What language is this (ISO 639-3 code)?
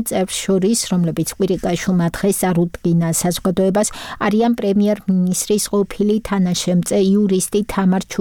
kat